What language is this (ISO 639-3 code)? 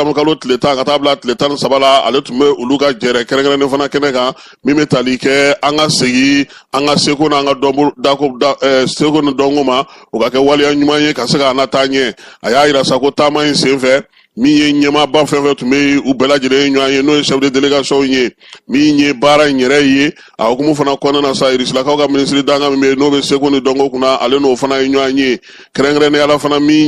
bam